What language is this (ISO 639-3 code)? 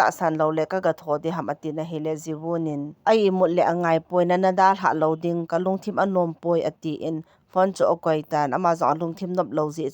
tcz